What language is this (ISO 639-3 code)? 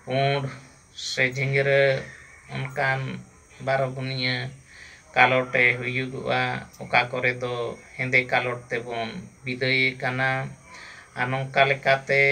sat